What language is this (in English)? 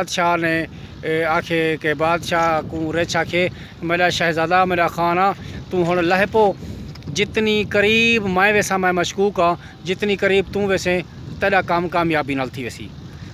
Saraiki